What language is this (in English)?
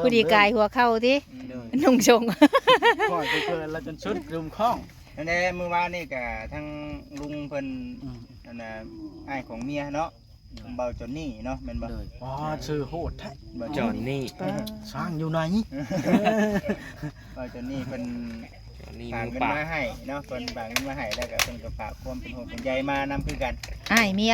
Northeastern Thai